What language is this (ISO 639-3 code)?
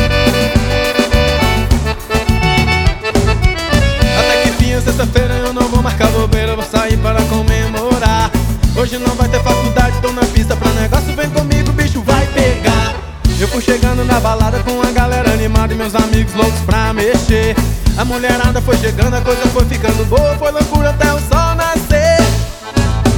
por